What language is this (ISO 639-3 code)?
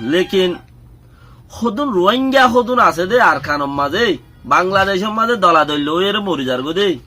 rhg